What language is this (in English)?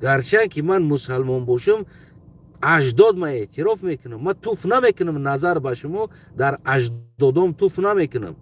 Tajik